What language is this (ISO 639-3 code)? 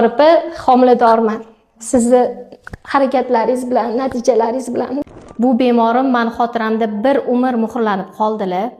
uzb